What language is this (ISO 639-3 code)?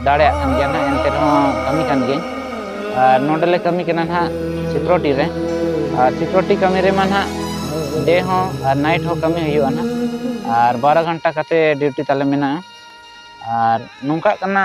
sat